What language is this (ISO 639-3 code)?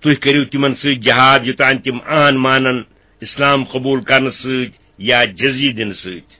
kas